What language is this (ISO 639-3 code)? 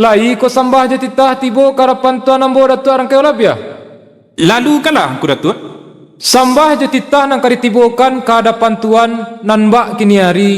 min